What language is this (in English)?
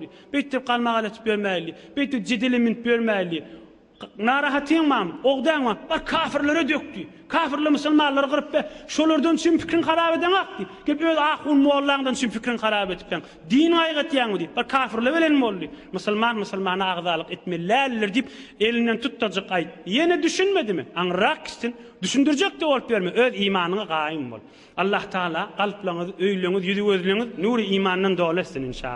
Turkmen